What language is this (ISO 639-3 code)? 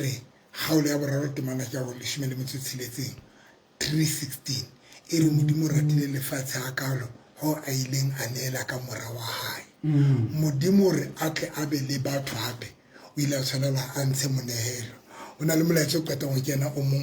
sot